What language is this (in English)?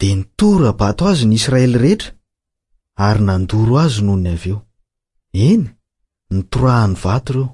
Malagasy